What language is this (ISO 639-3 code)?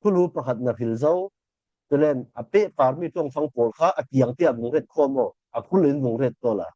cfm